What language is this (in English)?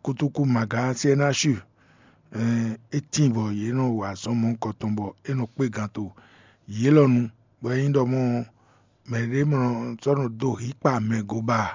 Fon